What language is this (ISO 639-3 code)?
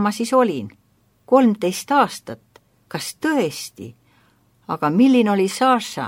est